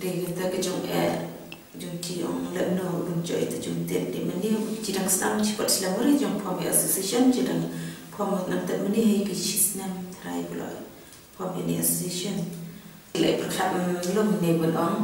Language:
Khasi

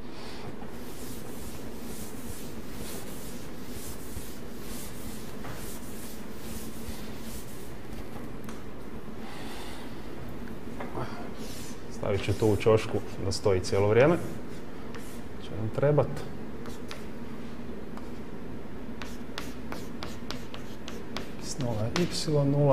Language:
Croatian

